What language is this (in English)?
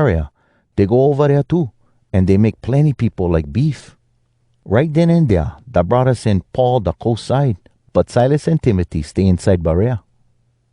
Hawai'i Creole English